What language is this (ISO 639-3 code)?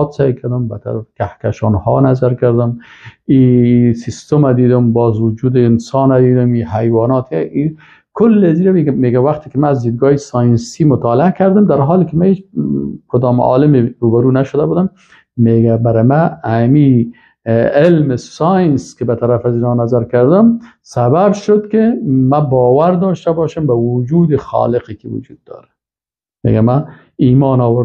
fas